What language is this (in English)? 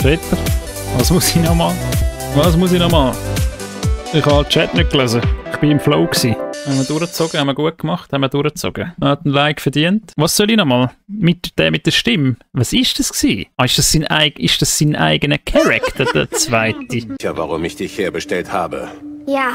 Swiss German